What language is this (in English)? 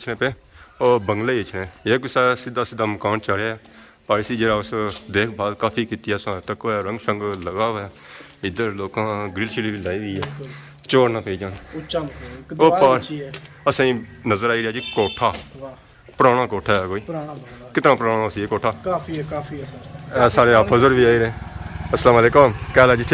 Pahari-Potwari